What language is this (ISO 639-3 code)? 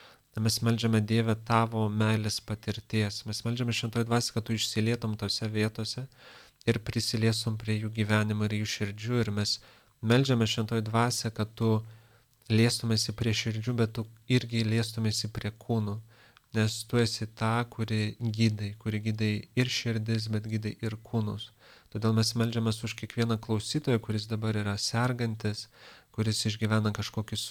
lit